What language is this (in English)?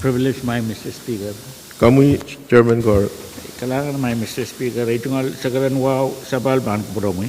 Pohnpeian